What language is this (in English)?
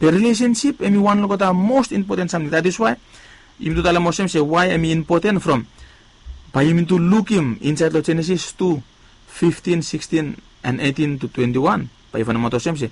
Bislama